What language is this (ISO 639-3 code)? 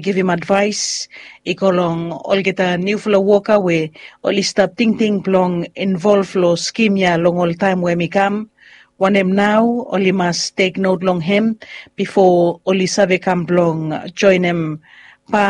bis